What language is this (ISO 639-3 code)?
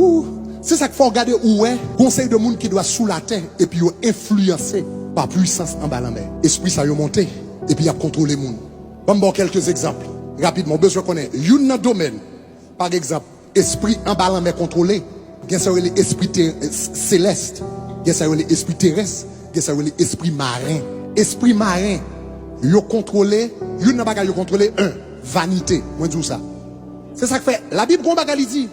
hat